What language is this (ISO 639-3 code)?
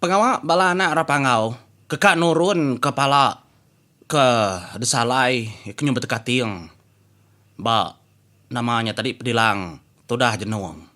iba